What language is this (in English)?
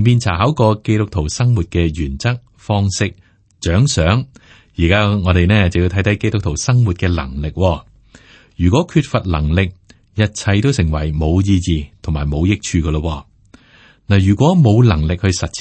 Cantonese